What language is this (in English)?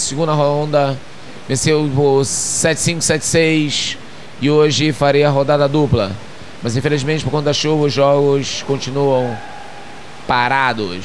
Portuguese